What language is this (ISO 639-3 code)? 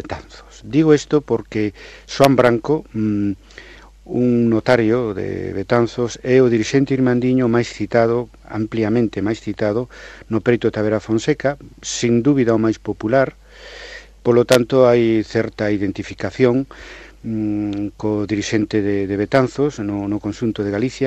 glg